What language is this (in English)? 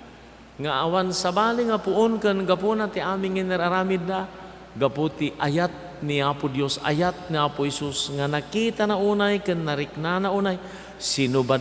Iloko